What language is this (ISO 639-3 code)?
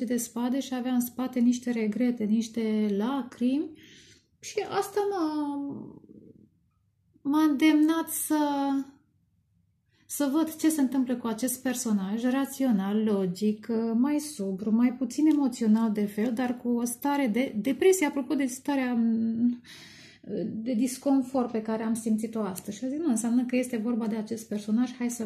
ron